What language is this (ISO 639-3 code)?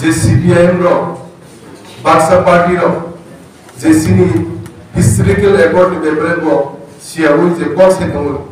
trp